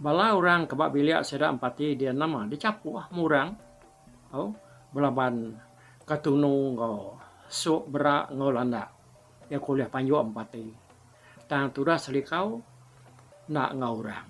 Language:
Iban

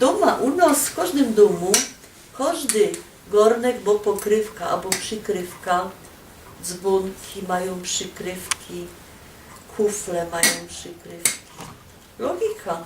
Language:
Silesian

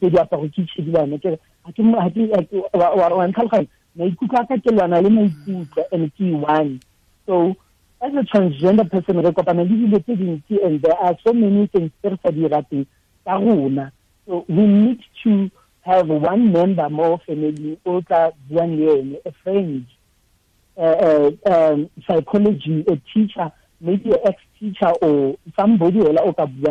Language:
Tswana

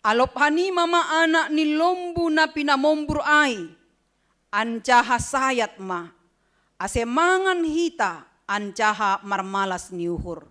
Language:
Batak Simalungun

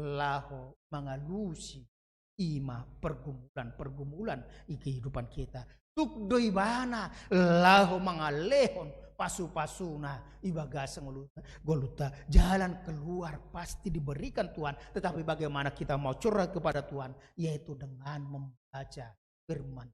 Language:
Batak Toba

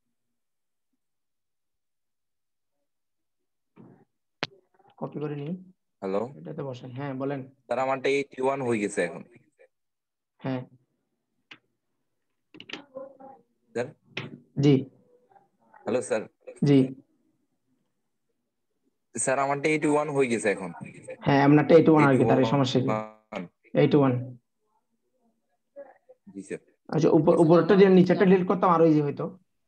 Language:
Bangla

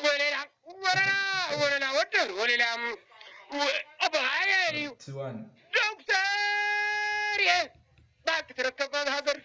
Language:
Tigrinya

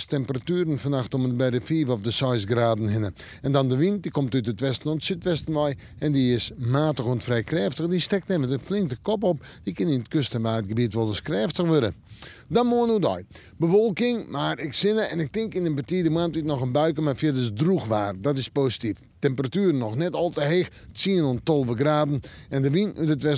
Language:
Western Frisian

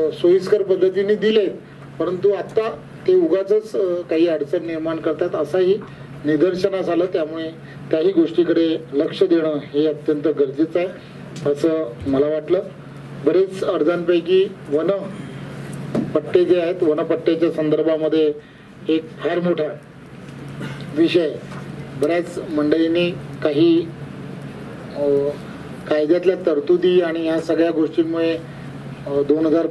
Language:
Marathi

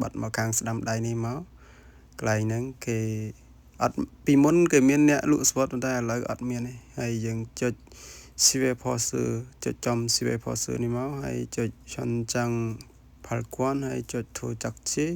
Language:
Khmer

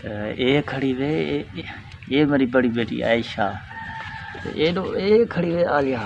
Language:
Saraiki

